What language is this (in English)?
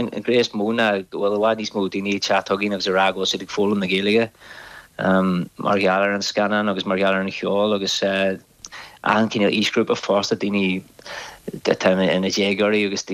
Irish